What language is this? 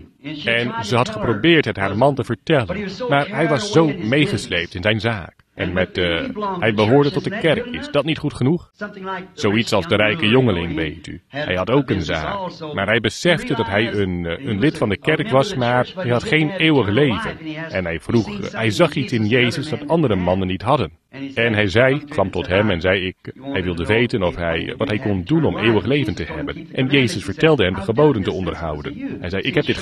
Dutch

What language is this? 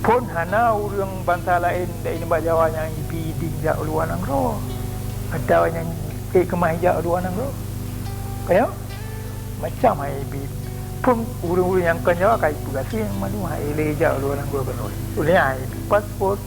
Achinese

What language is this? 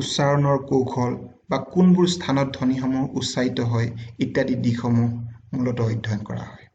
Assamese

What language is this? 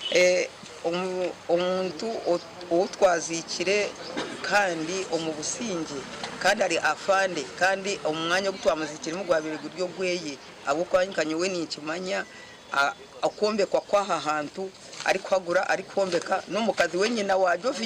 Nyankole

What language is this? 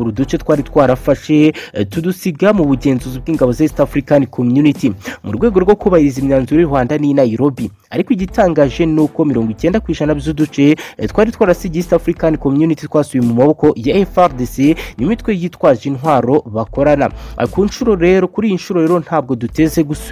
Kinyarwanda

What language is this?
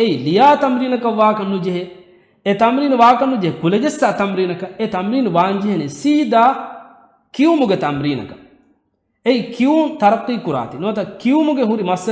Divehi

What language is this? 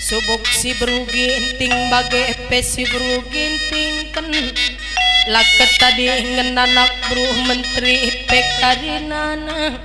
Batak Karo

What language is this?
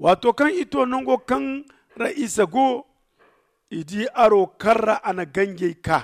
Zarma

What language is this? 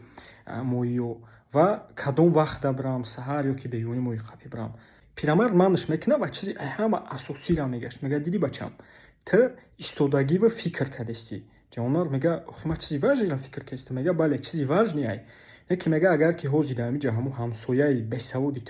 Tajik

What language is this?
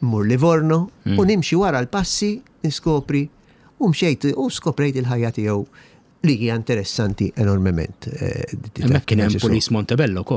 Maltese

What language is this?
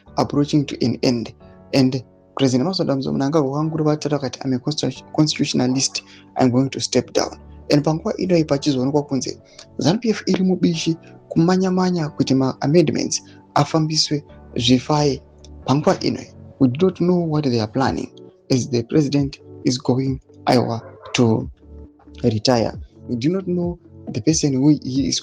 Shona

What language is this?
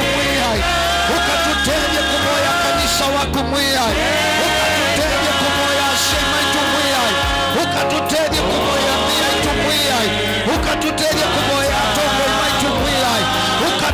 Kamba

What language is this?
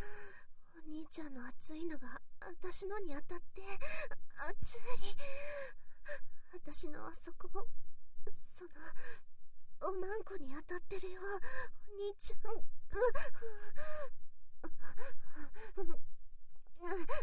Japanese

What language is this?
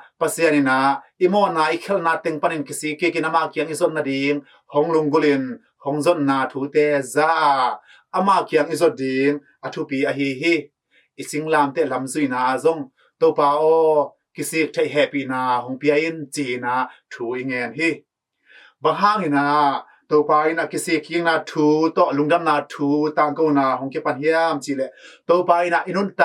Tedim Chin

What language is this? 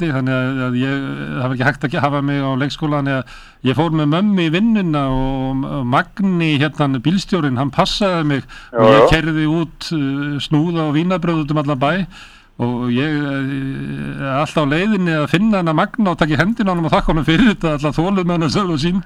Icelandic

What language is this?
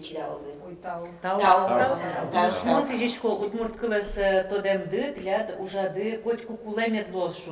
Udmurt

